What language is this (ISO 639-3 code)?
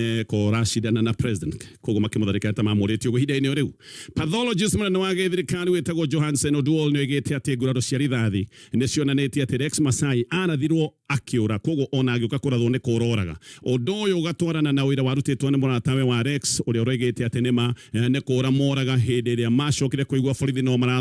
kik